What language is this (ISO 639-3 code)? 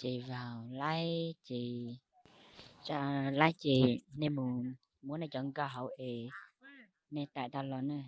hmn